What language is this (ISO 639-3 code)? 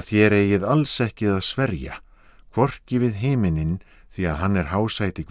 isl